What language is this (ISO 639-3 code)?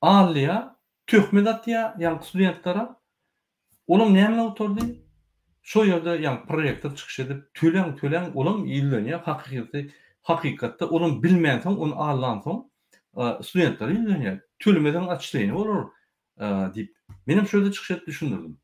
tuk